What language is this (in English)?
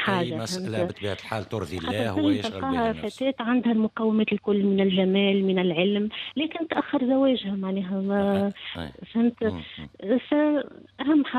Tunisian Arabic